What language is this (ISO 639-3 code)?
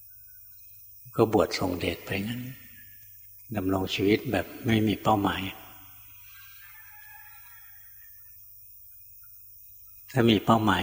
tha